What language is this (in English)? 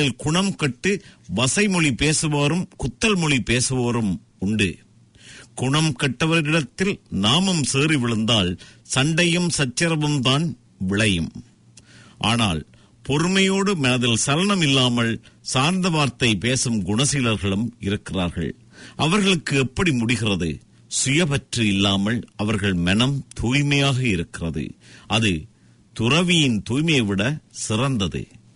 Tamil